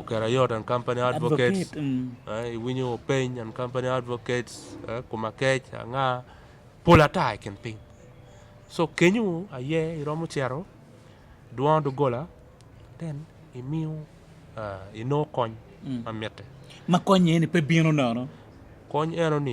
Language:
Acoli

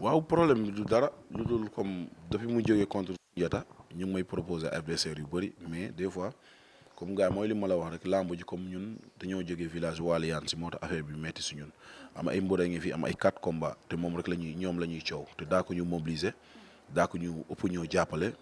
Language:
Wolof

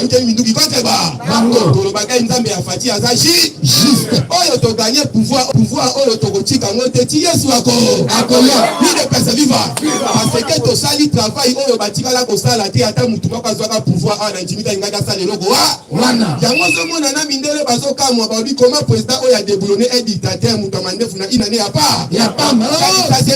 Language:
Lingala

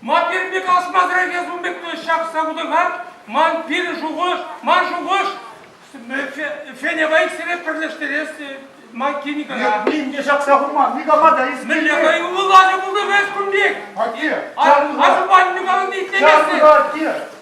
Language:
Chuvash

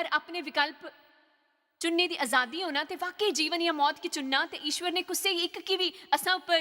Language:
Dogri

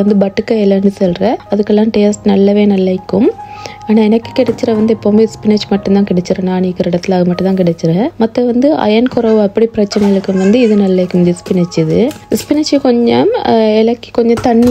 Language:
Tamil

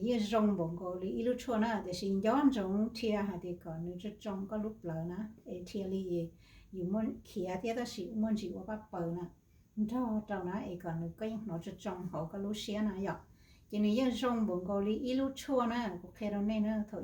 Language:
Hmong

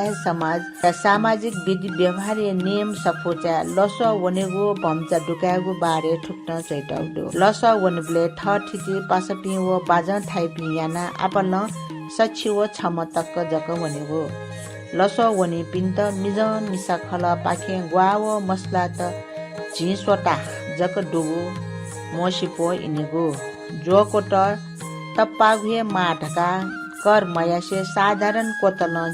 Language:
Newari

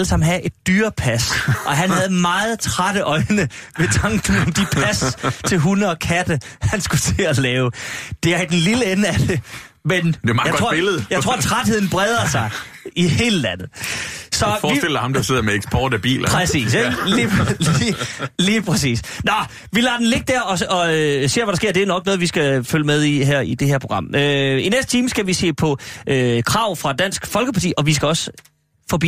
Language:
Danish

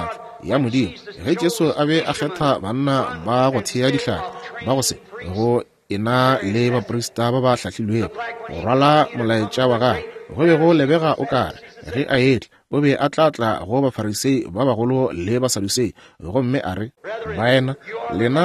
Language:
Northern Sotho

